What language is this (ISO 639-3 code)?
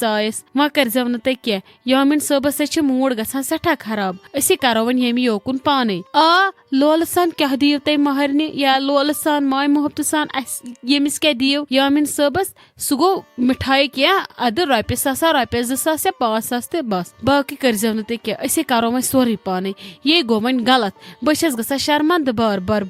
kas